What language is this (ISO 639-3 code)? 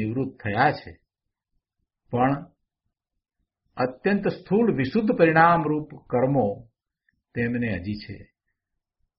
guj